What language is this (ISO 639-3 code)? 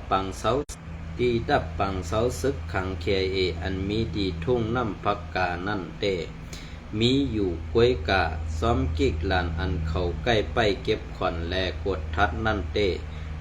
shn